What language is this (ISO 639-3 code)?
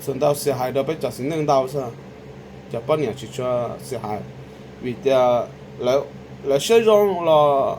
hmn